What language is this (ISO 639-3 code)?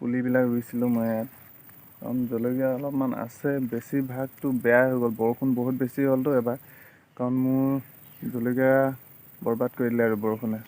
asm